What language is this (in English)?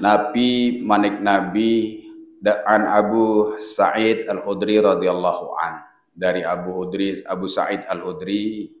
Sasak